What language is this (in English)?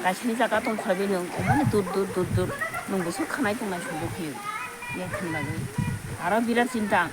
Kok Borok